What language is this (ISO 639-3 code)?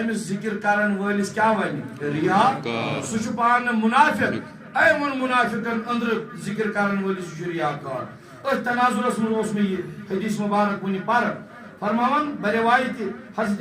kas